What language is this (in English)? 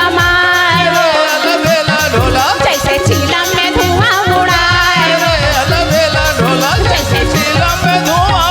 Chhattisgarhi